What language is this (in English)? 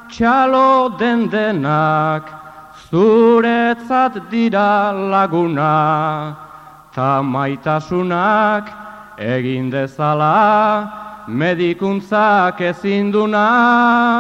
Basque